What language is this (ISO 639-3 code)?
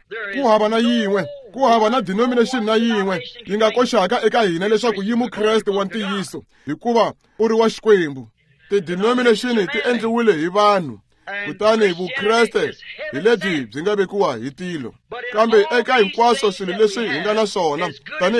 tso